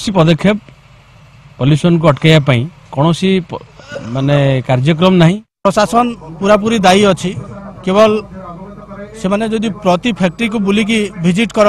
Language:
Odia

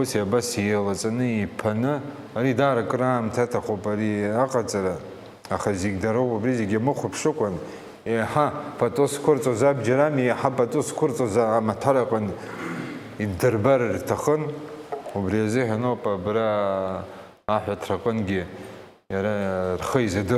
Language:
Abkhazian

